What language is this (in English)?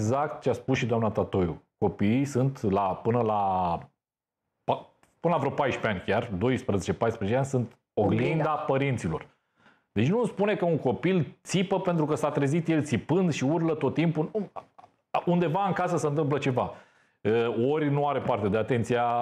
Romanian